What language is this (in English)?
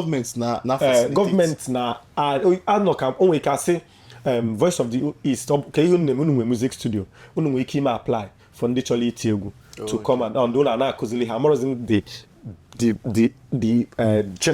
Igbo